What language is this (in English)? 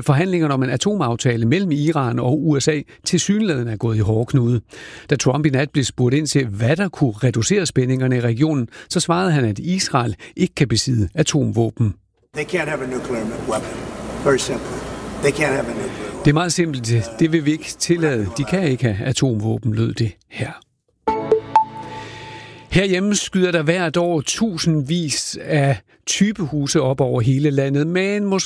Danish